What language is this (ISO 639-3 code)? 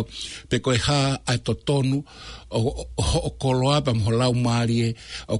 ton